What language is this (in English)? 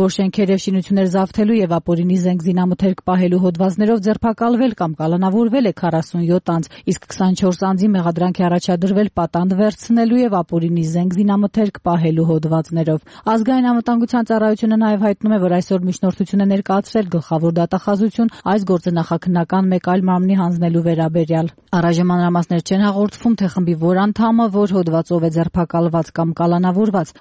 Armenian